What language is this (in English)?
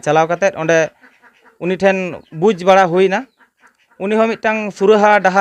Santali